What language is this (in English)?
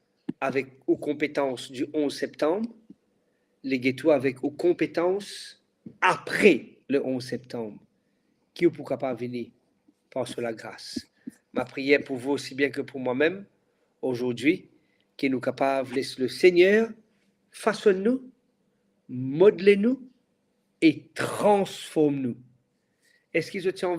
Morisyen